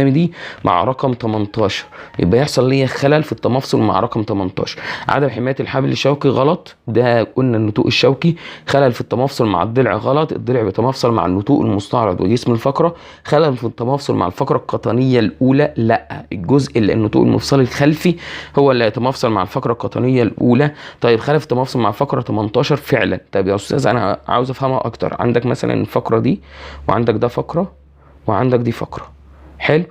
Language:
Egyptian Arabic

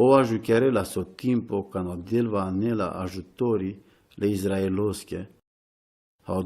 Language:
Romany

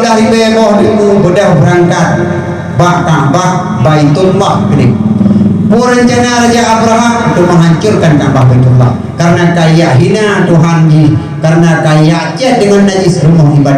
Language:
Achinese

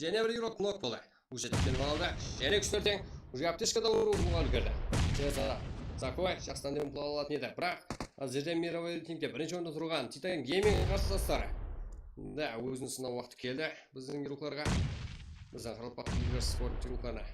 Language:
Kara-Kalpak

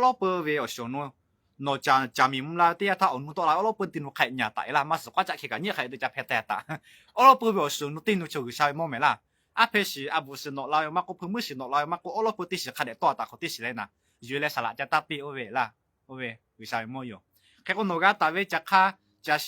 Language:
Lahu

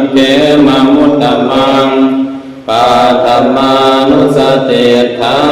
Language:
Pali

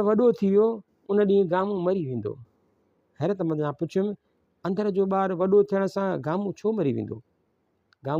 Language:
Sindhi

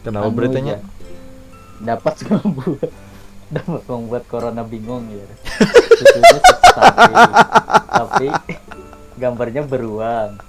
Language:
Banjar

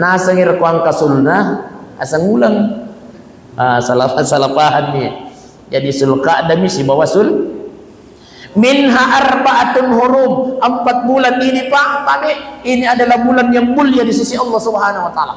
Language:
Buginese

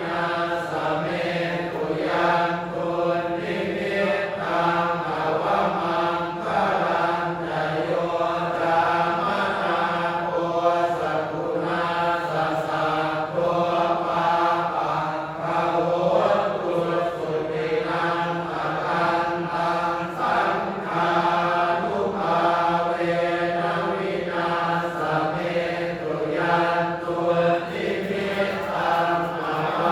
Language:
Pali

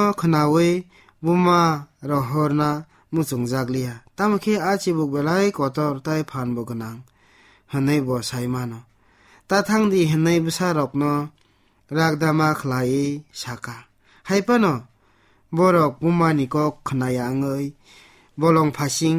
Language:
Kok Borok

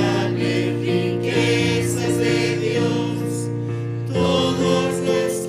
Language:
South Bolivian Quechua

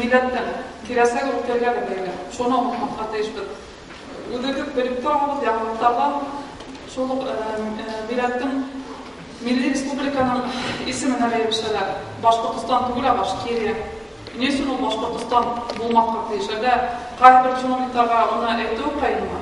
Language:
Bashkir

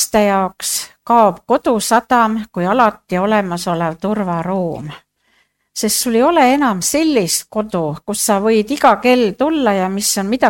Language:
Estonian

